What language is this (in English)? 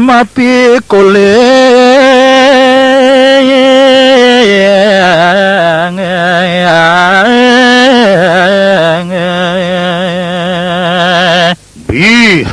Balinese